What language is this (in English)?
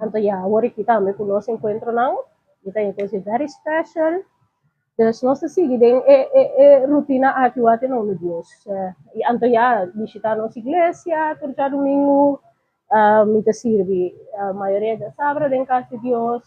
Papiamento